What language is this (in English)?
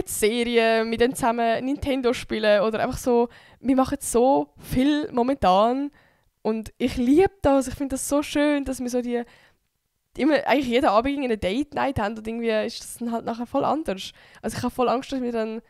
Swiss German